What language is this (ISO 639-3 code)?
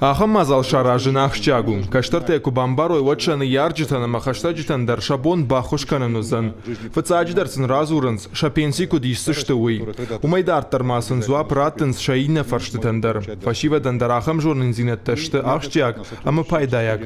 oss